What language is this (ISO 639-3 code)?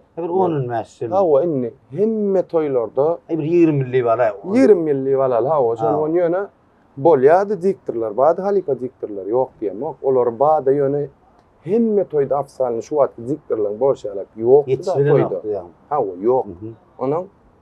tuk